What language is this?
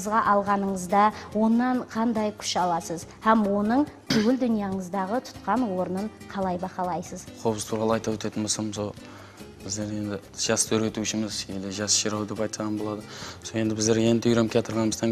Kara-Kalpak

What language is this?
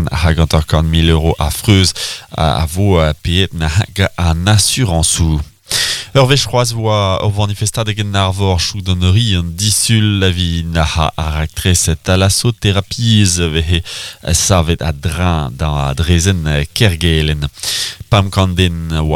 Breton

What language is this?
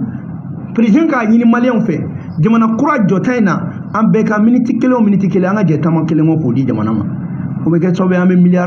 Bambara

